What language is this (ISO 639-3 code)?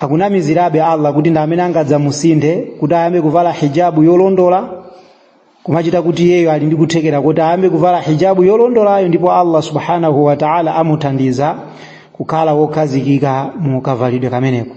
nya